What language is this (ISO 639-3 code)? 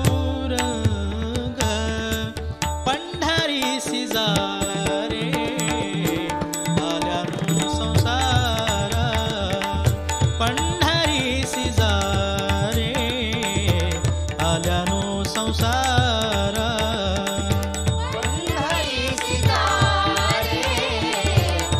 mar